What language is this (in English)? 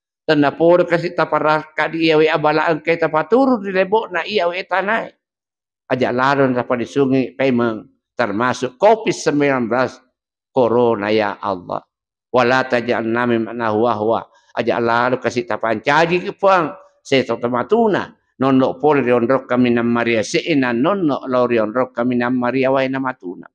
Buginese